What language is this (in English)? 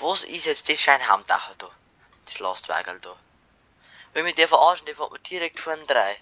Bavarian